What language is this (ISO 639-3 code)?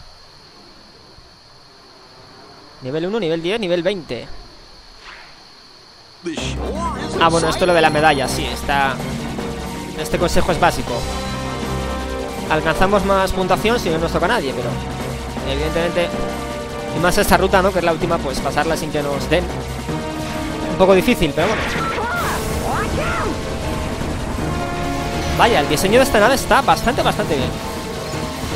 spa